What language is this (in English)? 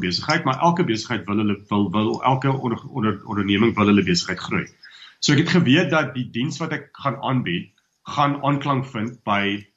Afrikaans